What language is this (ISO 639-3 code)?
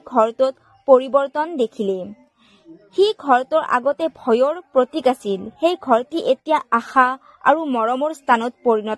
asm